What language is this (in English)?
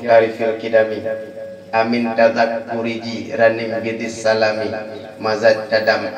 Achinese